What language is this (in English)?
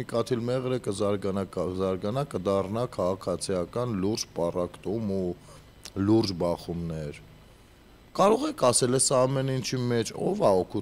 Armenian